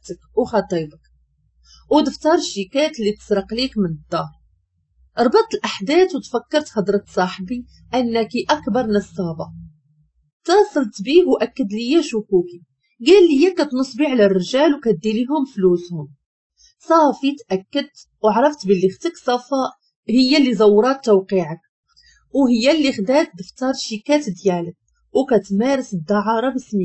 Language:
Moroccan Arabic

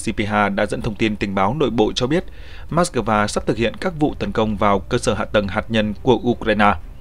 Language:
Vietnamese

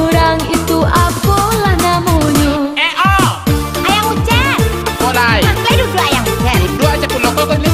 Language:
Minangkabau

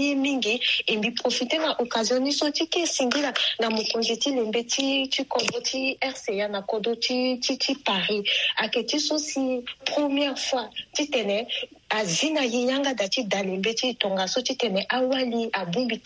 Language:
Sango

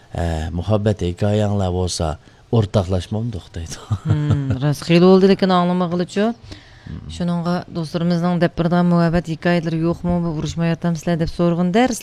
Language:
Uyghur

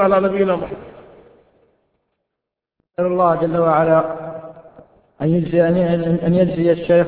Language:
Arabic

